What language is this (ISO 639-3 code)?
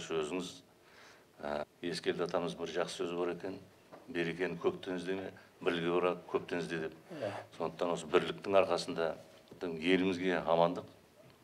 kaz